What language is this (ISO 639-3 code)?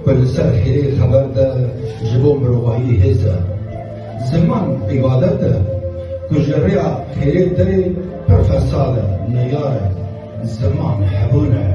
kur